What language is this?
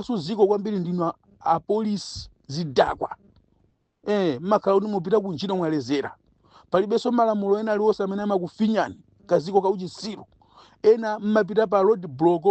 Nyanja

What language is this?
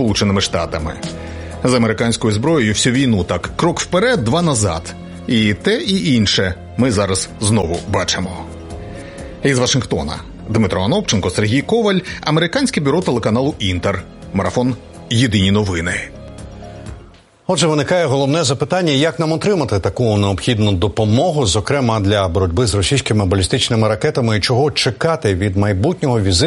Ukrainian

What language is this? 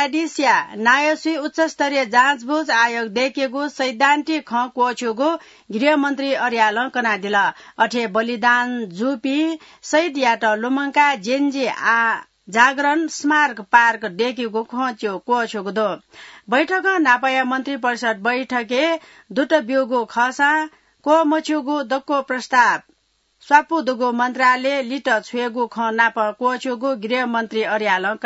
Newari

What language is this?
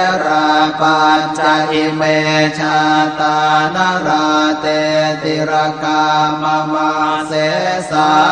Pali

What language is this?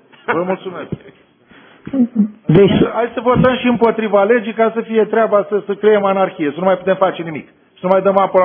Romanian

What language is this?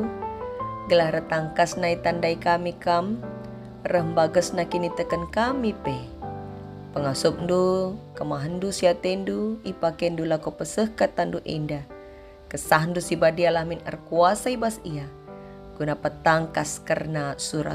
Batak Karo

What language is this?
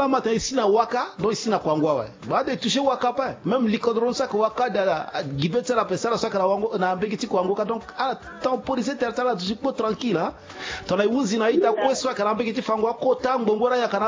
Sango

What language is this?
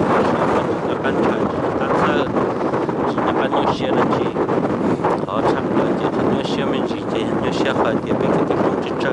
Hmong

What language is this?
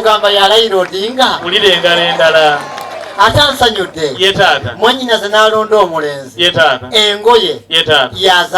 Ganda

